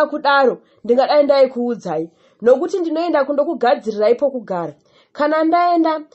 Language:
Shona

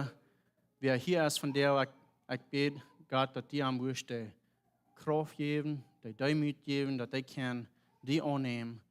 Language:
Plautdietsch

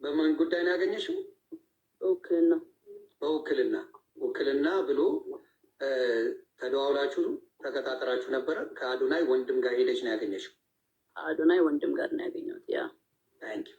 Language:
Amharic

